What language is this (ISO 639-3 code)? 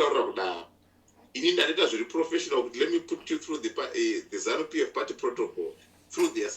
sna